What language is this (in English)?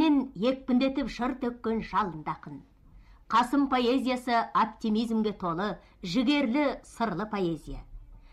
Kazakh